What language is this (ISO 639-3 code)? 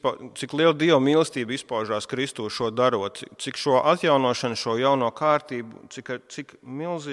lav